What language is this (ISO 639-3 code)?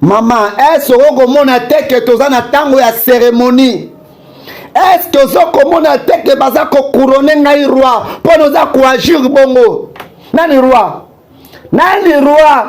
lin